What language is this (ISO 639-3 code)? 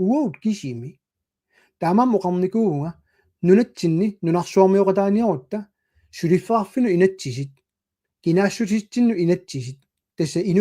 kal